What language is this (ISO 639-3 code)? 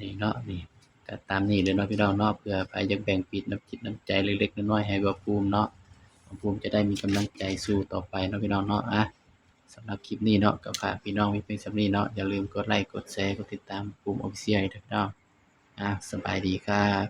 tts